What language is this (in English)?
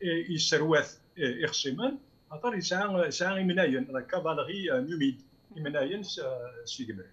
Kabyle